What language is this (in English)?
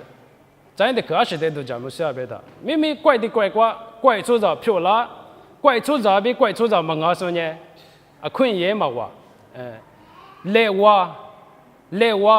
Lisu